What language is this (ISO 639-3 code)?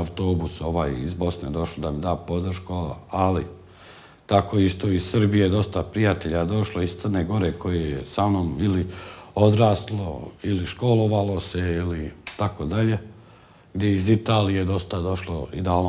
bos